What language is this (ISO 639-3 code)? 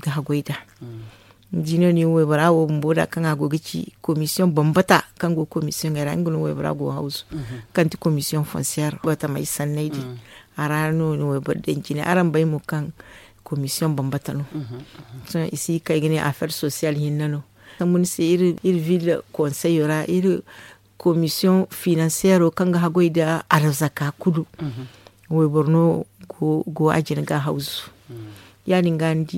dje